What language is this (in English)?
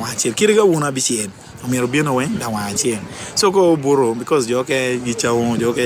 Acoli